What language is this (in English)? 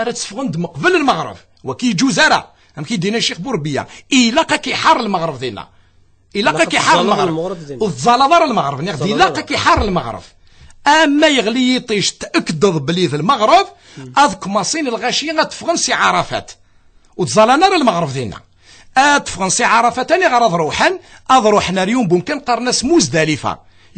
Kabyle